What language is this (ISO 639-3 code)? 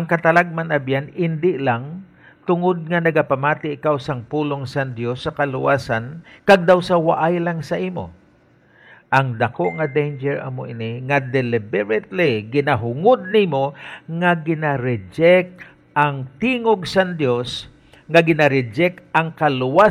hil